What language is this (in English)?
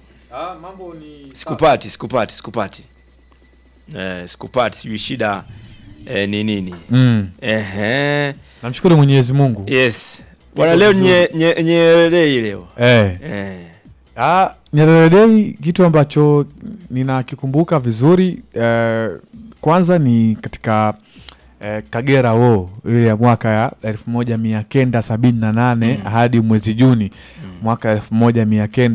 Swahili